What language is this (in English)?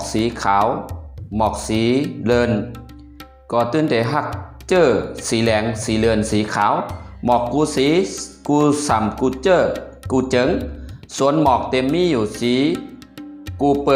Shan